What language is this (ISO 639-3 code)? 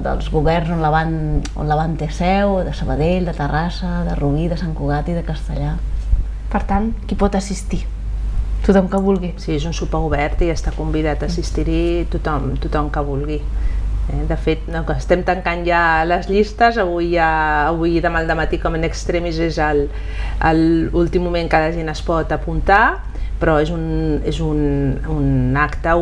cat